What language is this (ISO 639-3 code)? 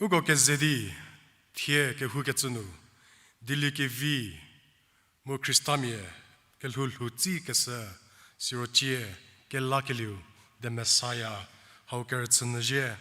njm